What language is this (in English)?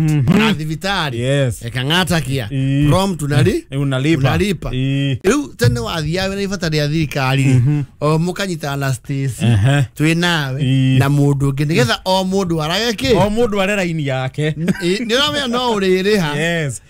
Kikuyu